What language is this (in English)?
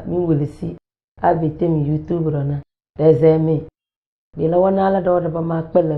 Tem